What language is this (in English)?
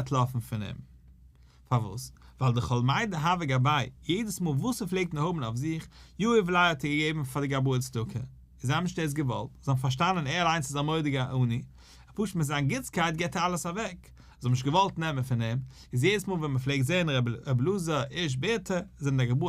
Yiddish